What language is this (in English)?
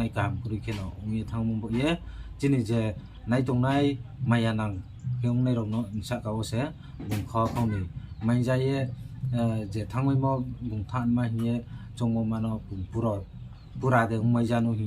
Riang (India)